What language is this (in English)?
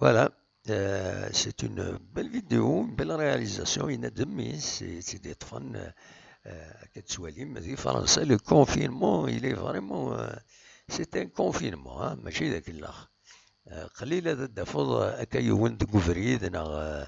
Kabyle